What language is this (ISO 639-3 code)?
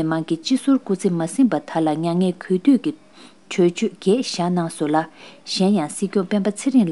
bod